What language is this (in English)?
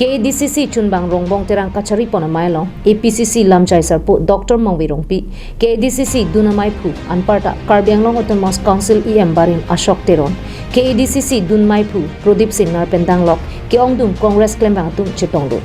Karbi